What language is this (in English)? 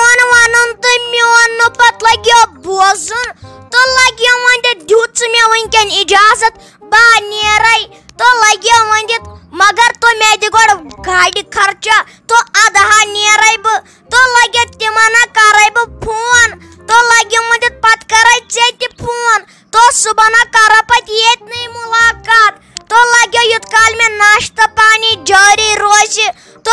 Kashmiri